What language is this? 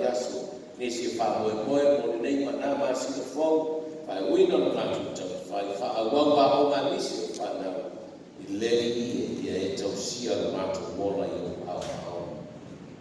Samoan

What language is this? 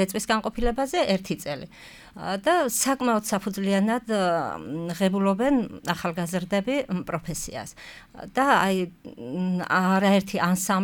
Georgian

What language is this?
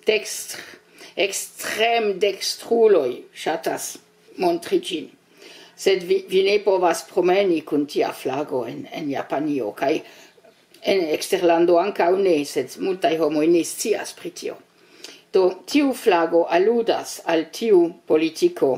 Esperanto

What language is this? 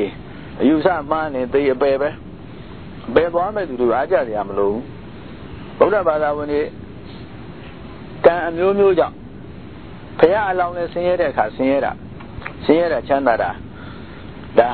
Burmese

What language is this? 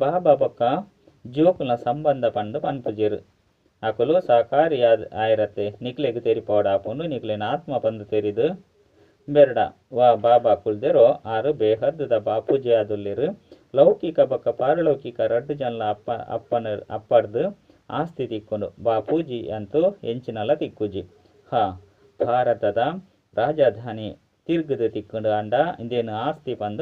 Tulu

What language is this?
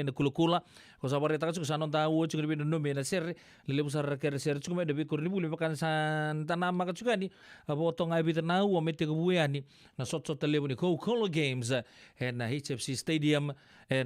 Fijian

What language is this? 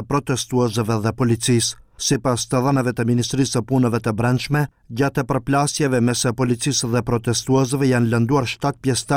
Albanian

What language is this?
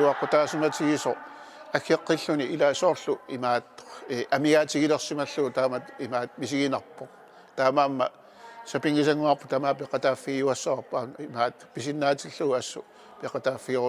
Kalaallisut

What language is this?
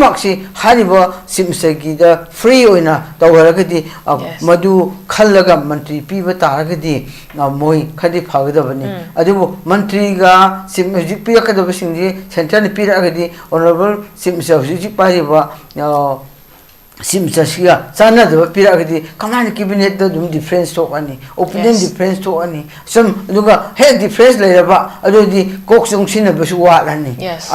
Manipuri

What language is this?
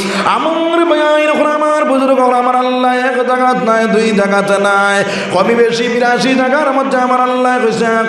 Sylheti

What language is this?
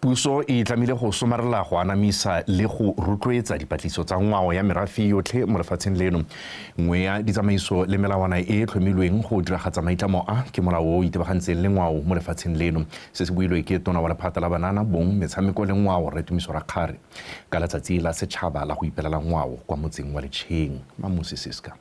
Tswana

